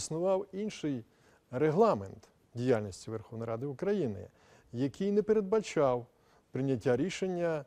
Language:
Ukrainian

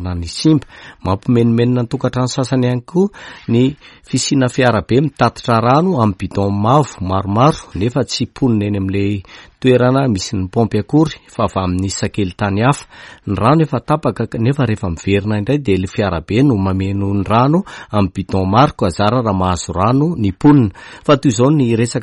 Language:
Malagasy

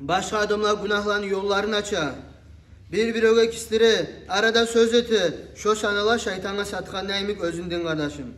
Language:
Kumyk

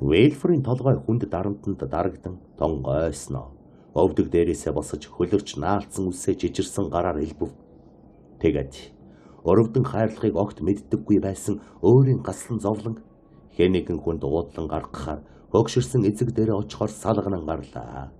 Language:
Mongolian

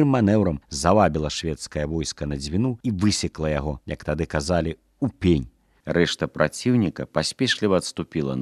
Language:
Belarusian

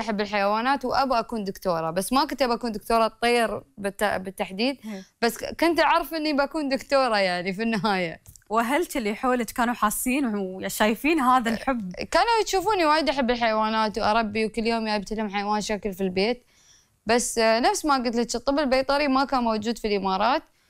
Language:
Gulf Arabic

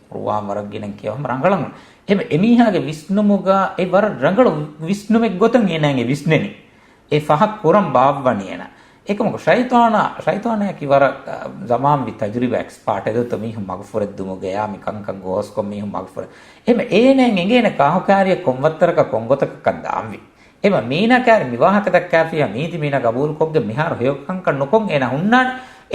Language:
Divehi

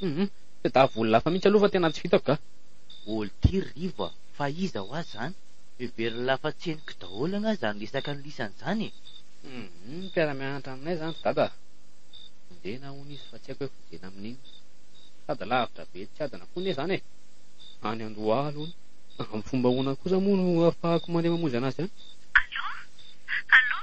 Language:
Malagasy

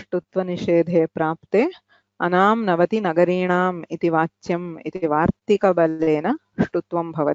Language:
Sanskrit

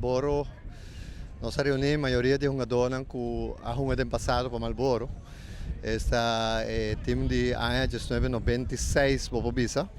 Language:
Papiamento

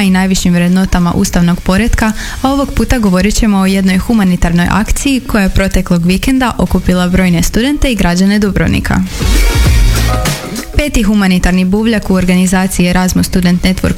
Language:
Croatian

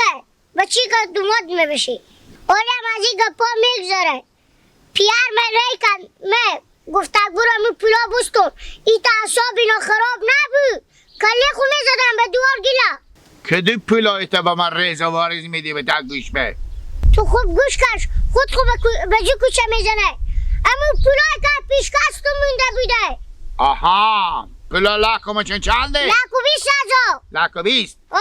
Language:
Persian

